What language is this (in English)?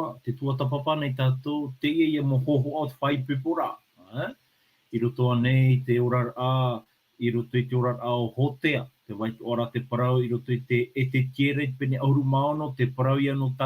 Tahitian